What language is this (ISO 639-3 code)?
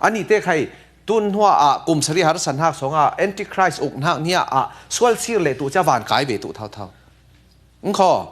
cfm